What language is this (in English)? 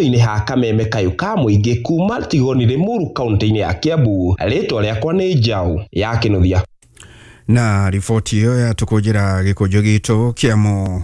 Kikuyu